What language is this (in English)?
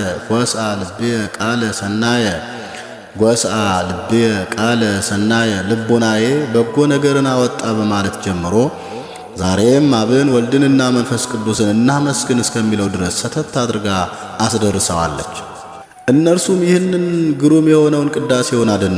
Amharic